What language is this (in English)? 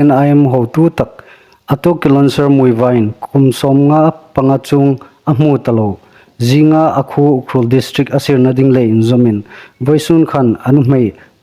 Hmar